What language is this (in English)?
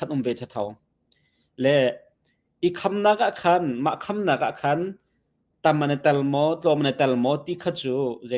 Hakha Chin